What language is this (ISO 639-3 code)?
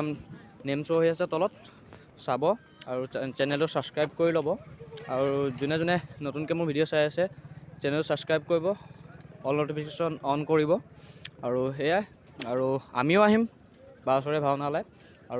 asm